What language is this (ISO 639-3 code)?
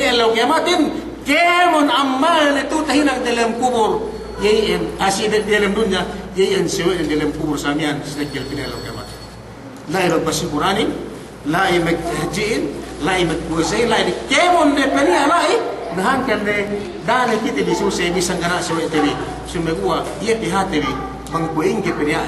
yka